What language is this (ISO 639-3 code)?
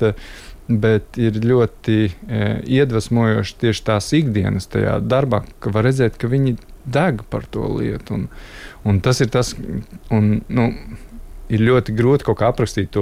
lav